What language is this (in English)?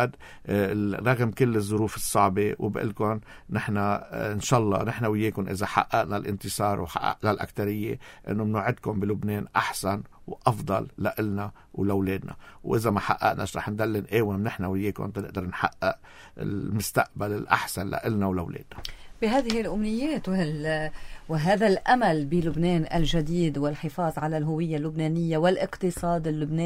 North Levantine Arabic